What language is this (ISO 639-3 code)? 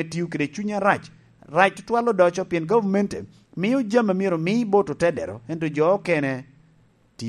laj